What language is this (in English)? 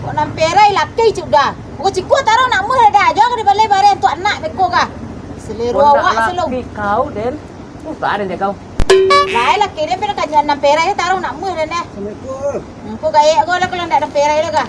Minangkabau